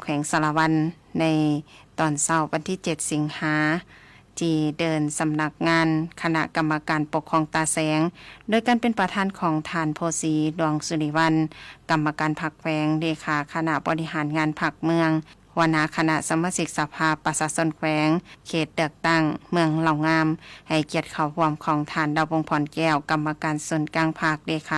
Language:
Lao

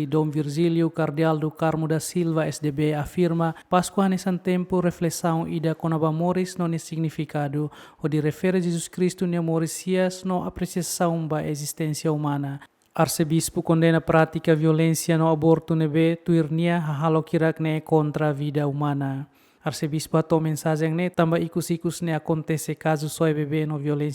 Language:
Tetum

